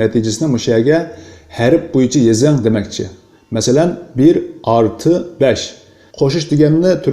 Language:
Uyghur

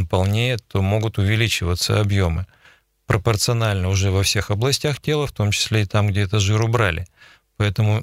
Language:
Russian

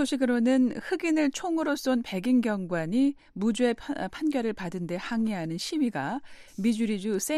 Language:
Korean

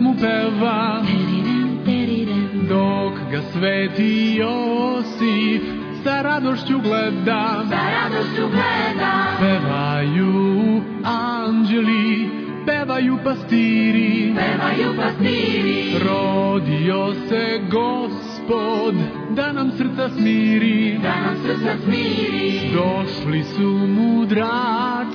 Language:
Serbian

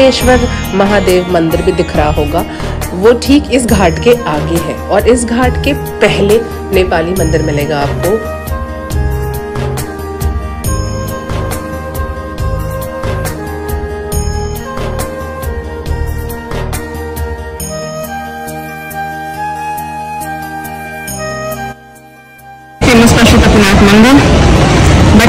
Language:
Hindi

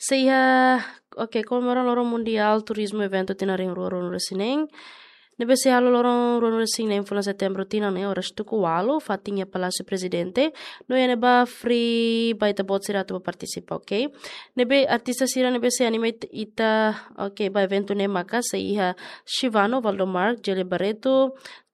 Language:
Tetum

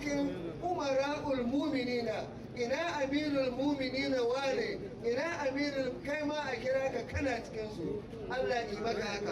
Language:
Hausa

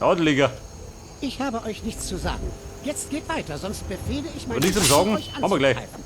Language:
Bavarian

